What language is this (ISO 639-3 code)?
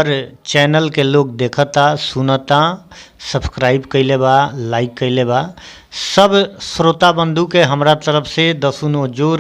bho